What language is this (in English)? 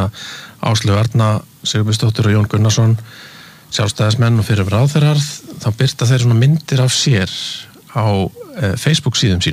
Icelandic